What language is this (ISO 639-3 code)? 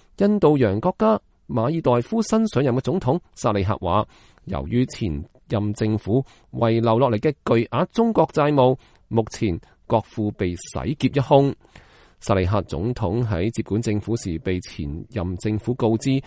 yue